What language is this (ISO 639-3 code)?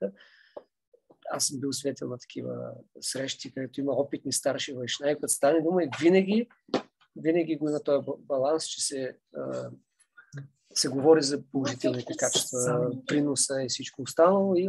bul